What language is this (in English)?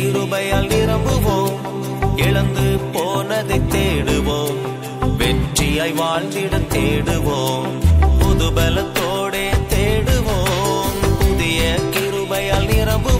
Tamil